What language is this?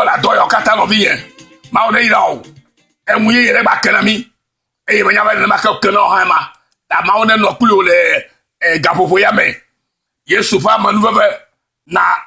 Ewe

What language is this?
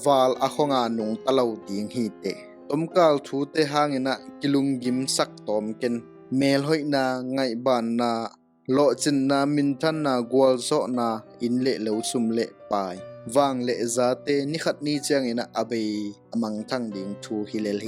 Tedim Chin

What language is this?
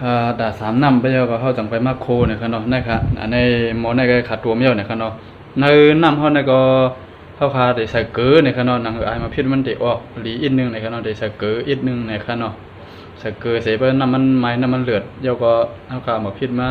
Shan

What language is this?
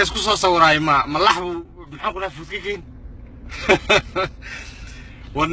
Somali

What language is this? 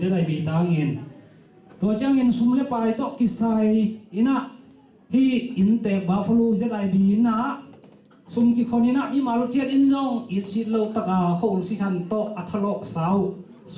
Tedim Chin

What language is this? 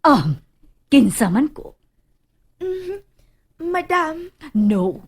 Cebuano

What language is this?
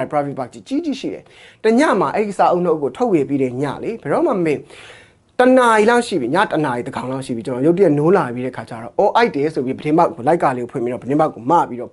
Burmese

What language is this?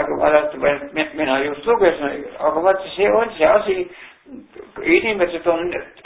Estonian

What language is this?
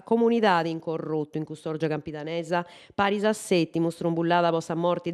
Sardinian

